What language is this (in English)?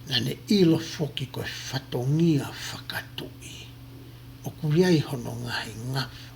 Tongan